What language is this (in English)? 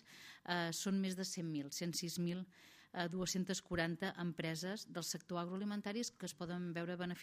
Catalan